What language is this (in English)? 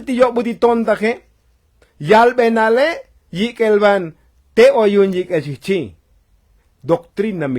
Tzotzil